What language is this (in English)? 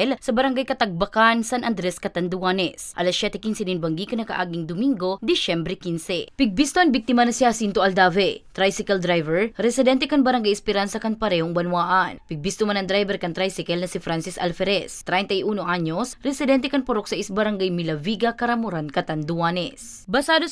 Bikol